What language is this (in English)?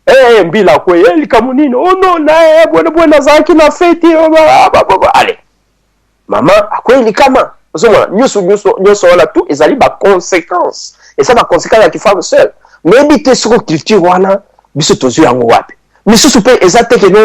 Lingala